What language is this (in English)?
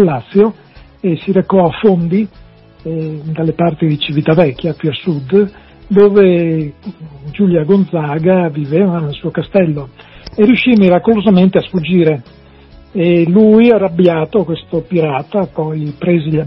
Italian